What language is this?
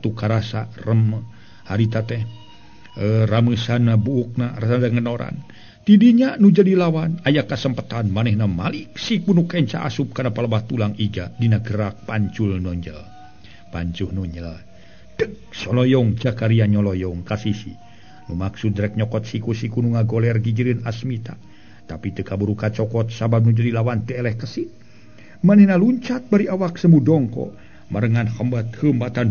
Sundanese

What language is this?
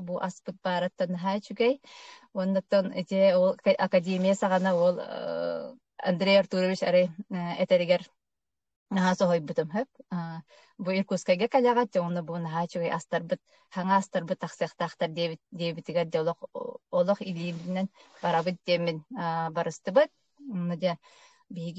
Yakut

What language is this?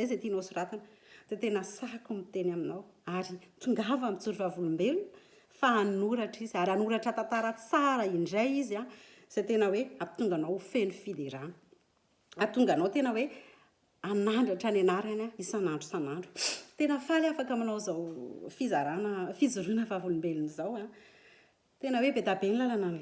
Malagasy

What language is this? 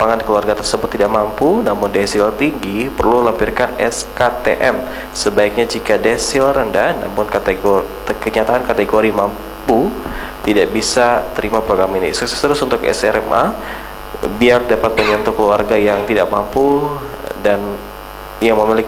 Indonesian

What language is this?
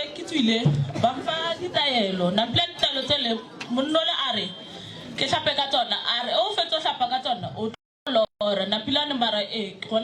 Northern Sotho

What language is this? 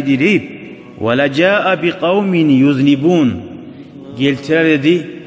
Kumyk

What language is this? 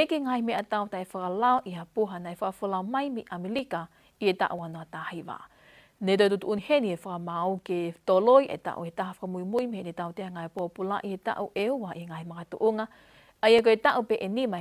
Tongan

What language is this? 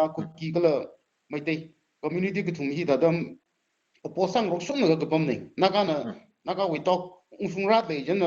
Tangkhul Naga (India)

